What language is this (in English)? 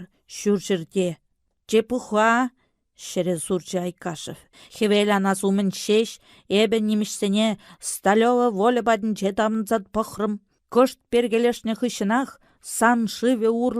Chuvash